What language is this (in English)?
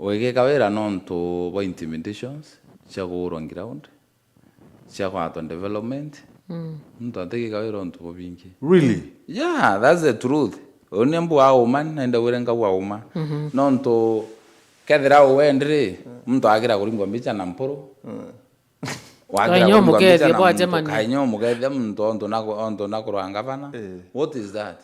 Meru